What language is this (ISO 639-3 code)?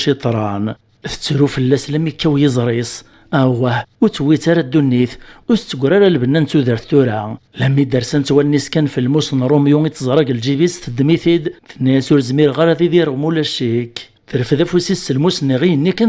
kab